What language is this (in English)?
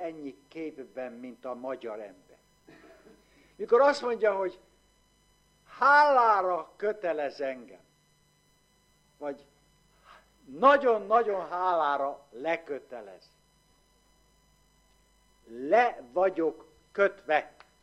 Hungarian